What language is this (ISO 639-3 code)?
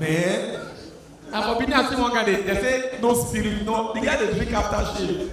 pcm